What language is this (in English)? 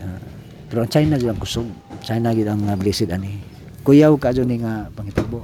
Cebuano